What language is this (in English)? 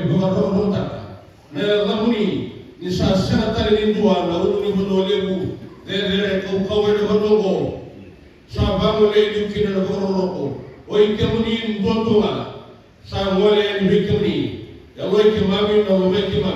Fijian